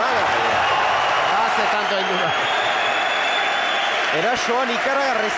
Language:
Basque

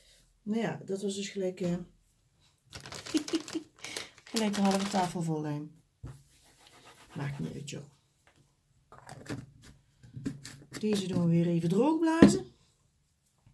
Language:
Dutch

